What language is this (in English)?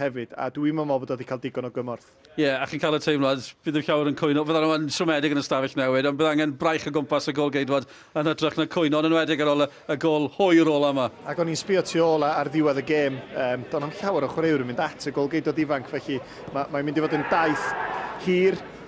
Welsh